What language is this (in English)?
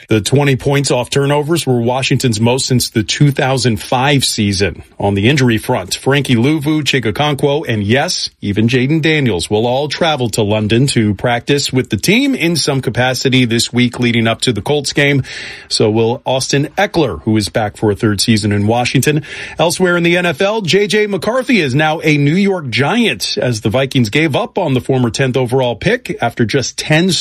English